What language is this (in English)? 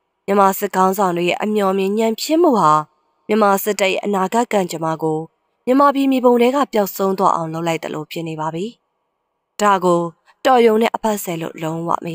Burmese